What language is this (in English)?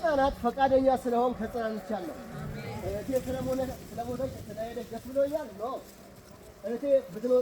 Amharic